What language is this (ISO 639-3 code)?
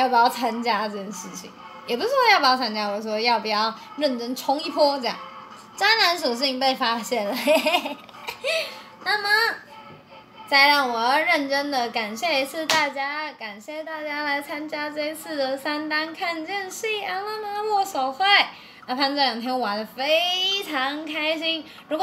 zho